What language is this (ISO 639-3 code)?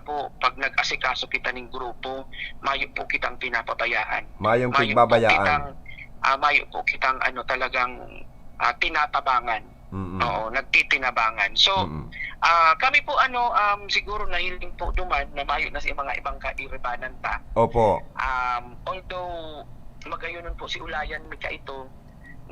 bik